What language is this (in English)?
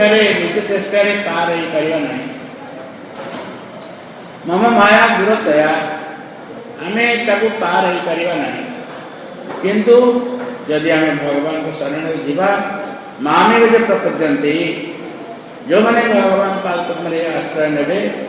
Odia